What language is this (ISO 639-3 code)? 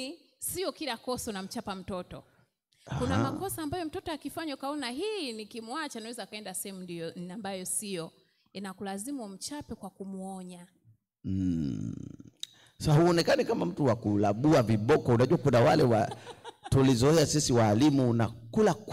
swa